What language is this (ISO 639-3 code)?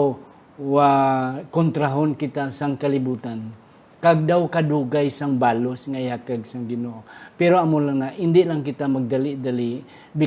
hil